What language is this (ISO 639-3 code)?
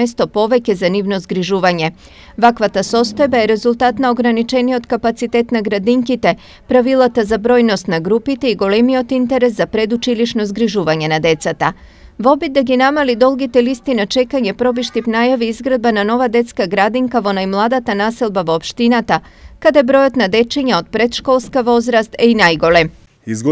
mkd